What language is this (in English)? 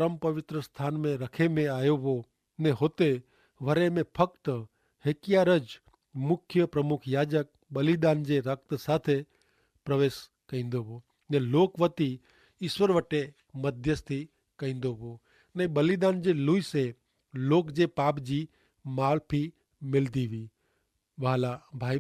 Kachhi